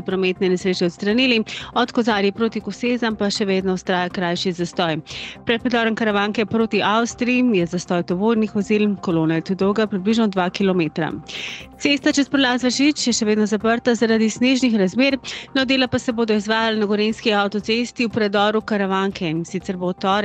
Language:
Slovenian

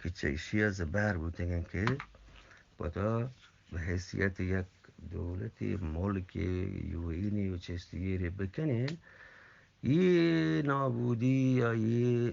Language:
Eastern Balochi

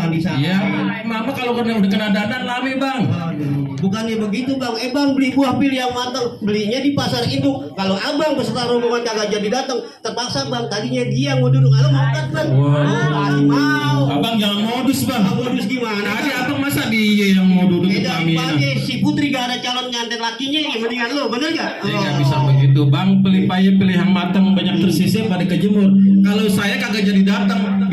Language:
Betawi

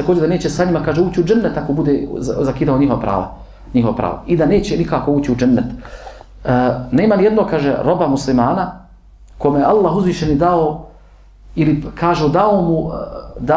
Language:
Bosnian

